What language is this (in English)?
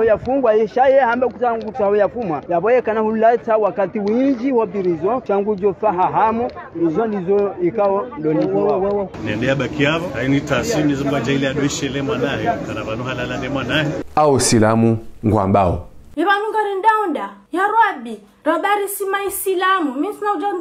Ngazidja Comorian